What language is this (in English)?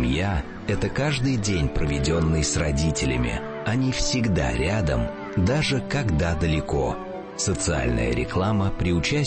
Russian